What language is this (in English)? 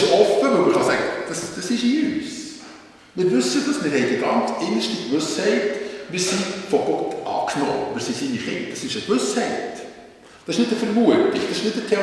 Swiss German